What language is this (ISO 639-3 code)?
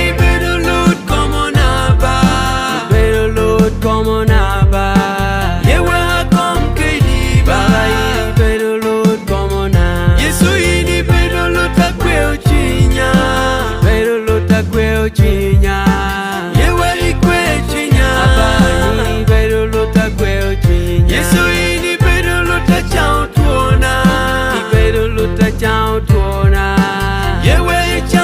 laj